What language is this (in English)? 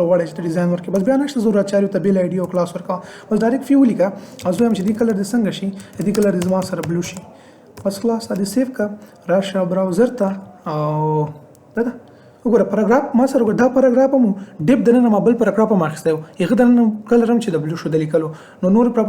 Pashto